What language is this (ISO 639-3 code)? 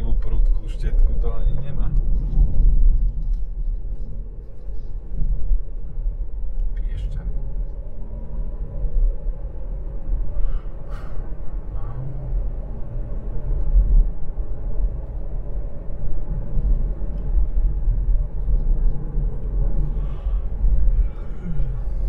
slk